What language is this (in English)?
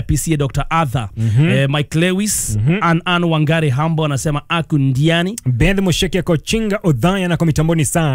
Kikuyu